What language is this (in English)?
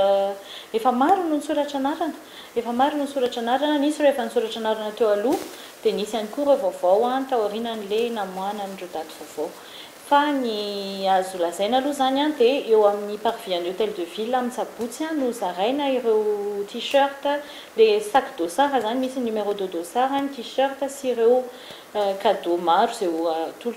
Malagasy